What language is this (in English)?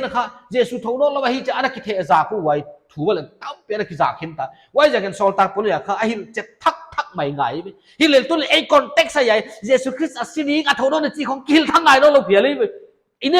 Paite Chin